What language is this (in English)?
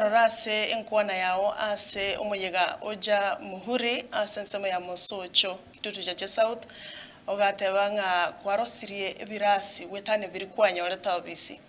Gusii